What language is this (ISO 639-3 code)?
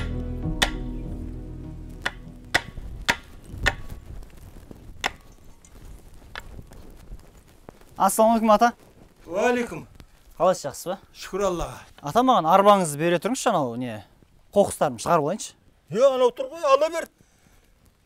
kaz